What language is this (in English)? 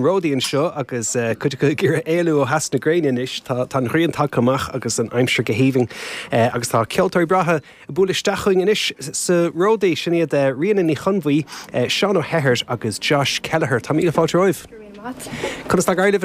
Irish